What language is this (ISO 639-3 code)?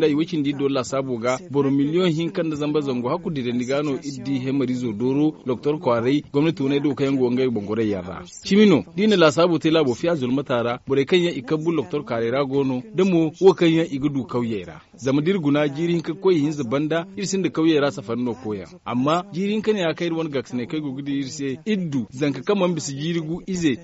dje